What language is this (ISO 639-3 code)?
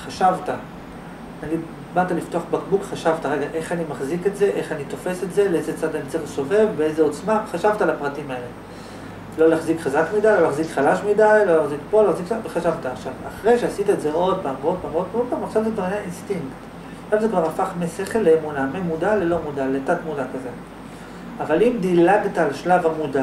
heb